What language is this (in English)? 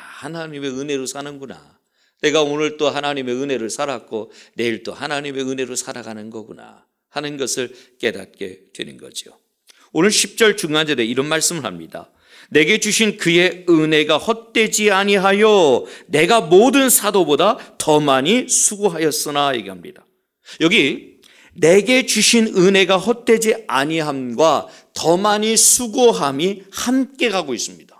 Korean